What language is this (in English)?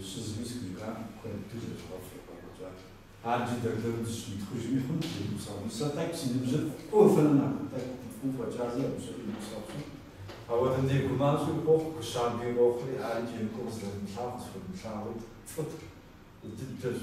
Kabardian